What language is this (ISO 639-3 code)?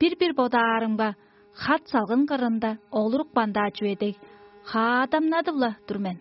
tyv